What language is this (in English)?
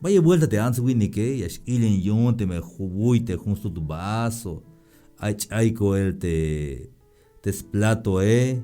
Tzeltal